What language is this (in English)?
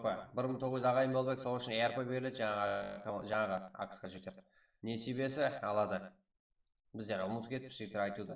Kara-Kalpak